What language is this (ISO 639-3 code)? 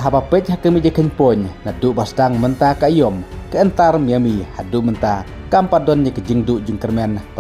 kha